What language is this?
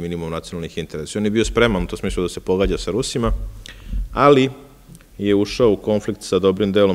Serbian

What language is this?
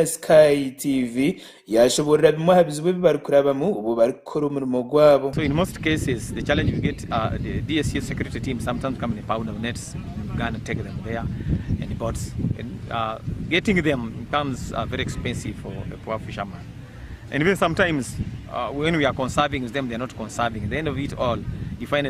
Nyankole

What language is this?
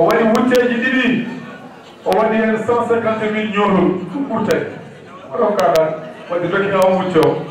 Fula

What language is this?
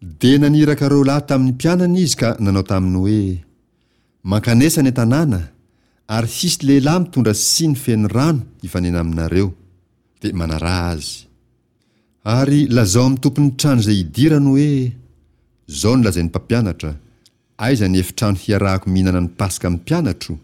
Malagasy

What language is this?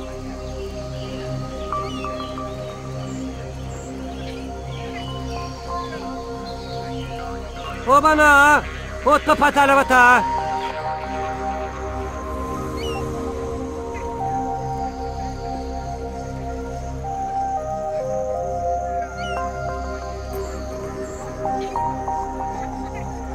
Russian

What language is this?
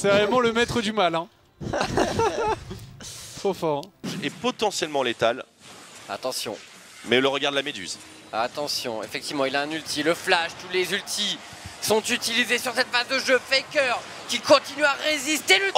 French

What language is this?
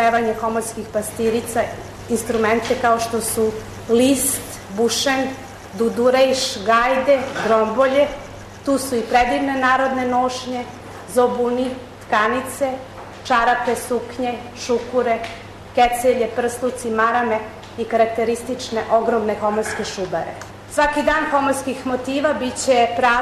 Serbian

